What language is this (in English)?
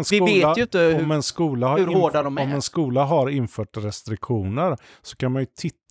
Swedish